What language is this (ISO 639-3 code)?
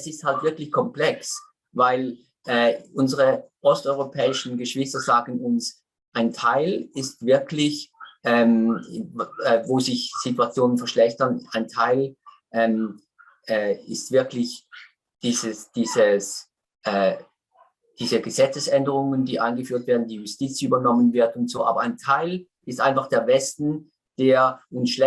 gsw